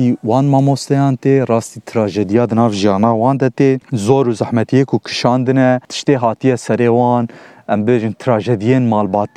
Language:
Kurdish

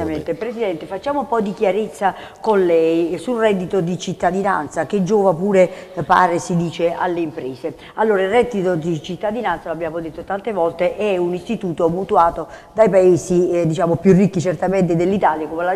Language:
Italian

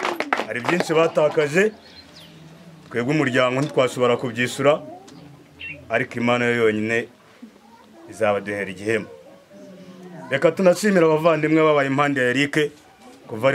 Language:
Kinyarwanda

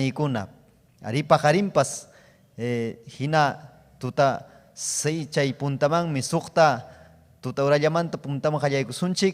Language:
Ayacucho Quechua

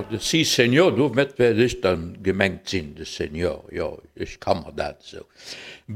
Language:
Luxembourgish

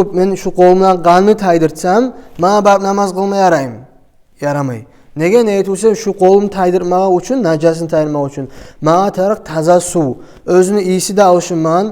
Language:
Kumyk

